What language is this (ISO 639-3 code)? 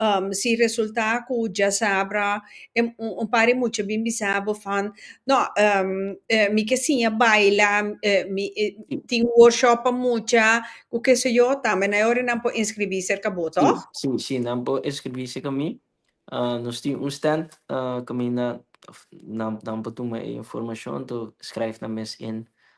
pap